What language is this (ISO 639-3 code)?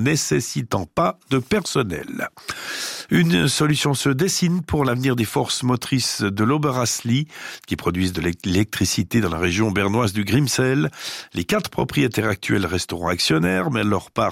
fra